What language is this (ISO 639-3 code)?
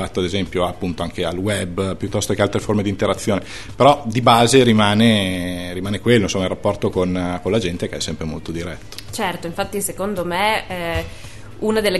ita